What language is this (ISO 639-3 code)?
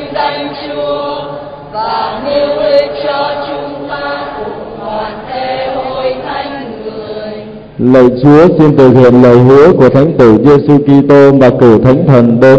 vie